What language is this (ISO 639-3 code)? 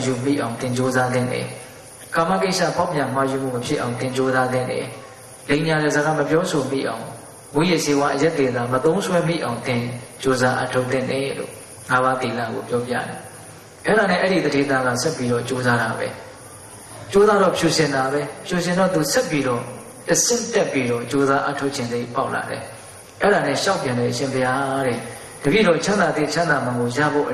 mya